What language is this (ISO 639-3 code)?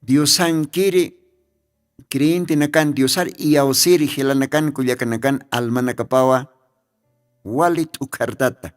aym